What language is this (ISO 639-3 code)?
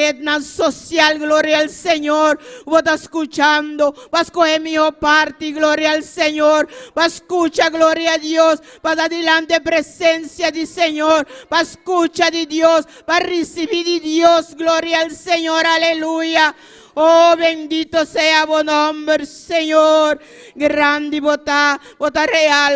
pap